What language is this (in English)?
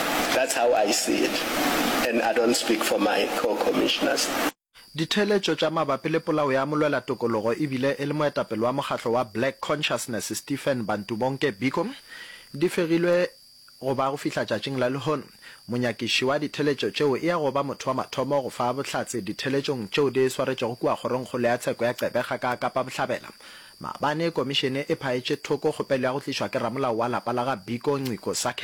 Northern Sotho